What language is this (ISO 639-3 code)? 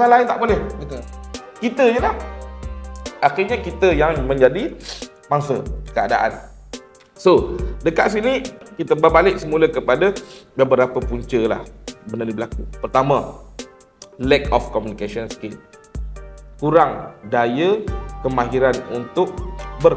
msa